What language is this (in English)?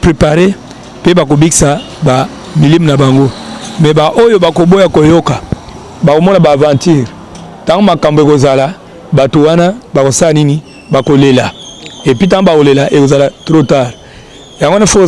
Lingala